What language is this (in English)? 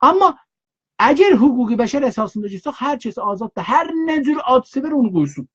South Azerbaijani